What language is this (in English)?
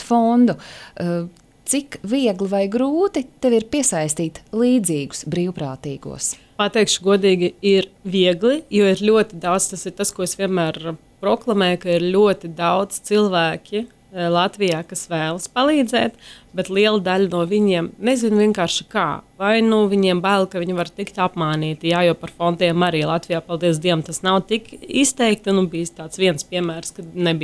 Latvian